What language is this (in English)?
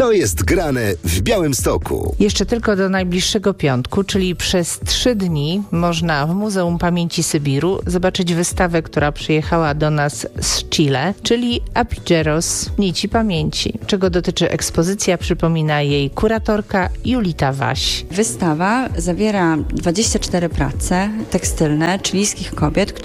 Polish